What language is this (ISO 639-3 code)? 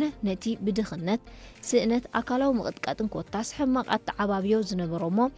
tir